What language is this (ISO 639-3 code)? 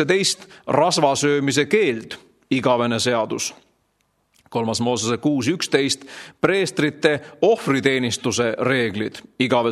est